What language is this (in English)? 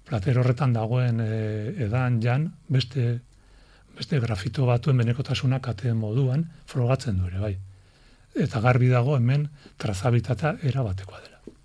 Basque